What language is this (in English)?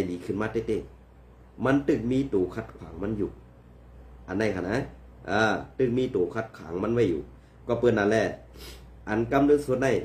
Shan